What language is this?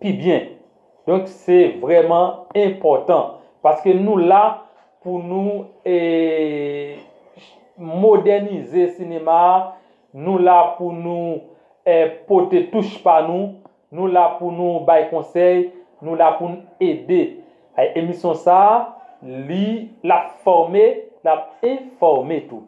Haitian Creole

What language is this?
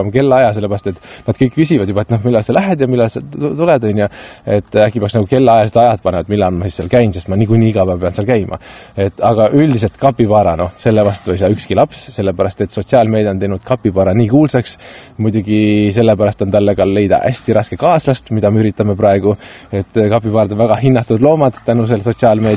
Estonian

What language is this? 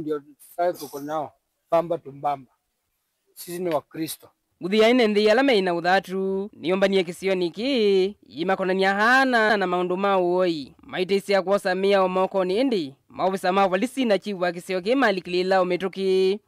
Kamba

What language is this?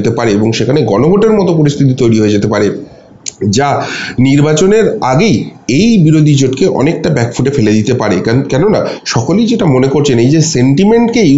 Bangla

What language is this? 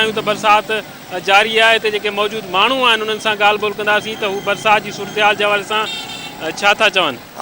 Sindhi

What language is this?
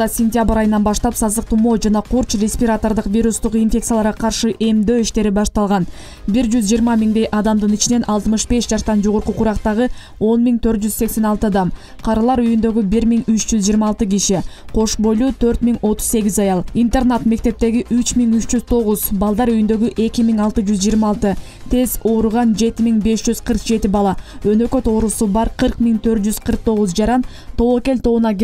Kyrgyz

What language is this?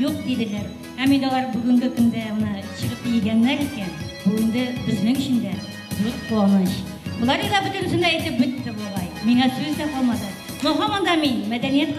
Bashkir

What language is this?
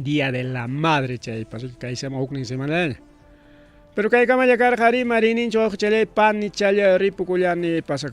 Ayacucho Quechua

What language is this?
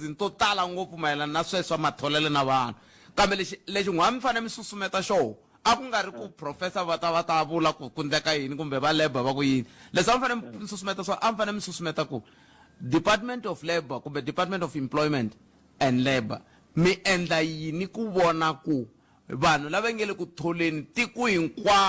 Tsonga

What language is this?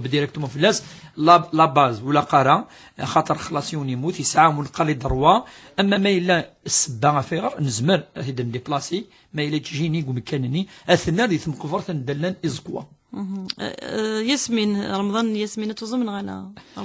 Kabyle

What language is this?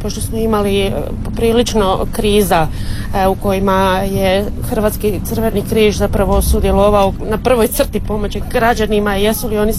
Croatian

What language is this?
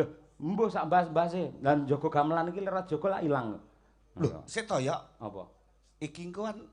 Javanese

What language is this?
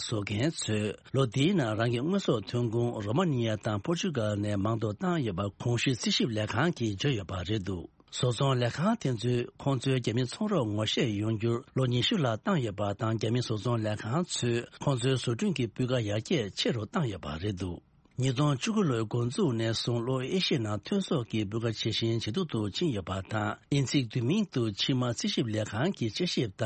Tibetan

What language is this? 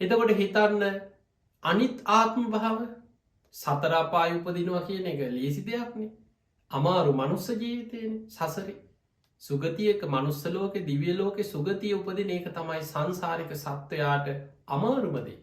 Sinhala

